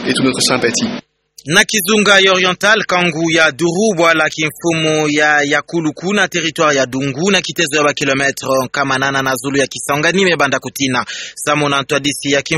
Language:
Kituba (Democratic Republic of Congo)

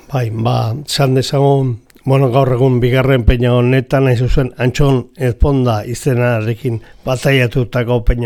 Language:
Basque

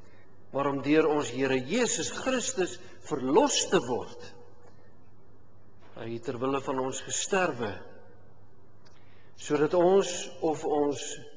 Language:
Afrikaans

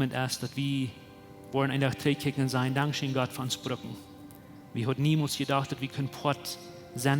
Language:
Plautdietsch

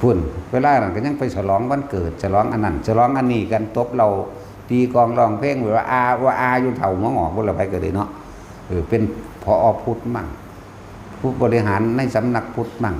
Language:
Northeastern Thai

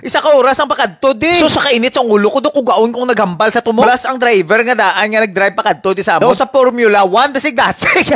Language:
Hiligaynon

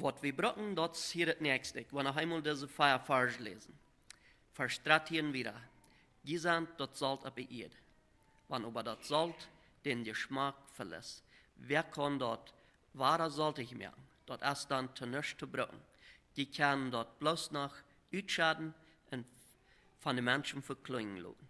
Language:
Plautdietsch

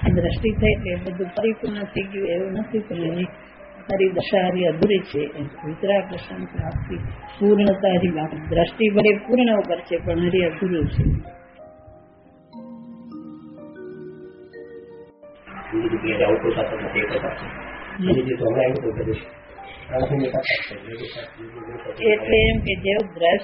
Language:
Gujarati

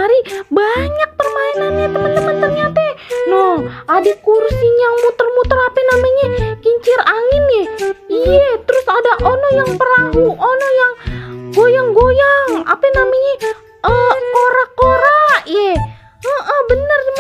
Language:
Betawi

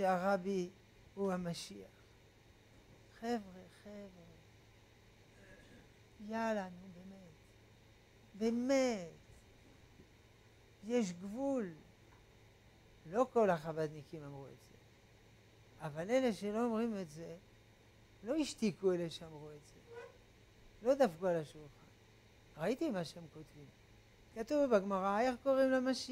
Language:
Hebrew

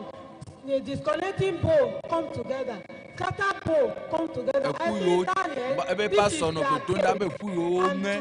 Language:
Ewe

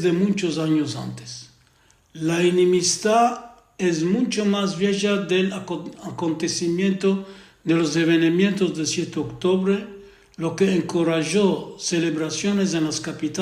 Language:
Ladino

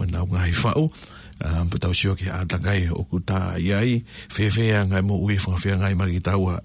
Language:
Tongan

